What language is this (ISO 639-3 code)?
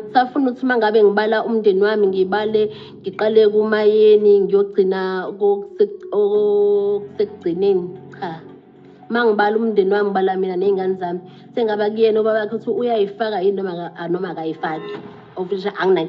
zul